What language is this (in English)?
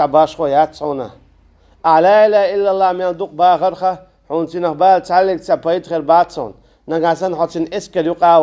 Chechen